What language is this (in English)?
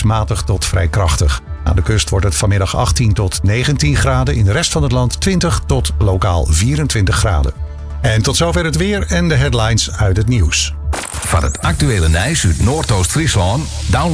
Western Frisian